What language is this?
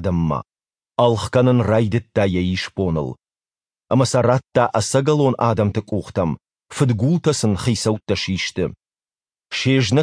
Ossetic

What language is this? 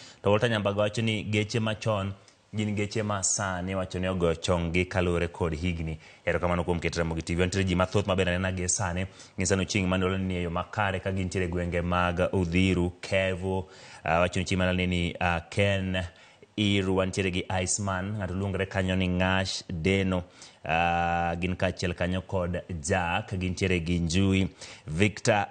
Luo (Kenya and Tanzania)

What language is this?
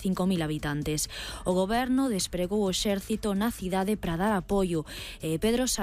Galician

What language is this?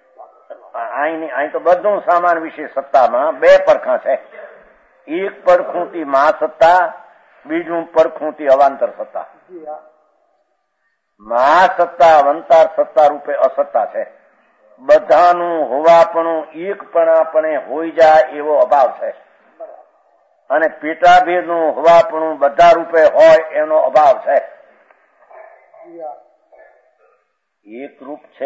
Gujarati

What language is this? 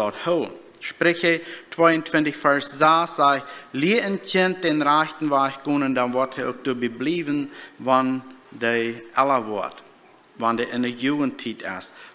Plautdietsch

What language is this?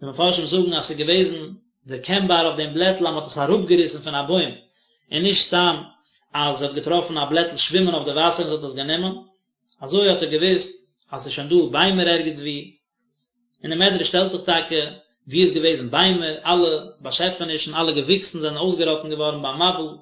Yiddish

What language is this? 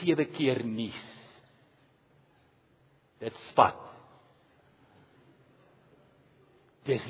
Afrikaans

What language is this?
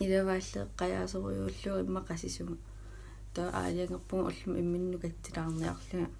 Kalaallisut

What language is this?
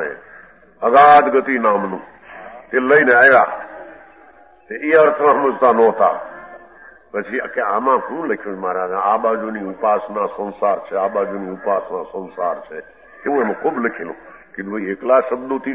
Gujarati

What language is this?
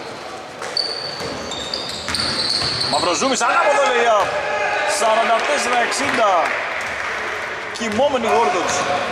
Greek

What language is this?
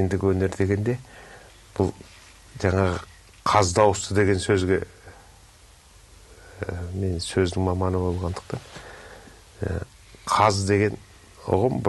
Kazakh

